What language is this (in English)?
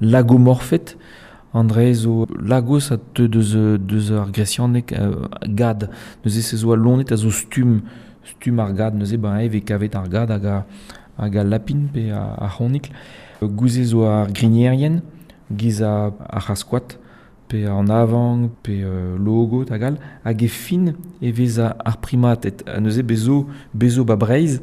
Breton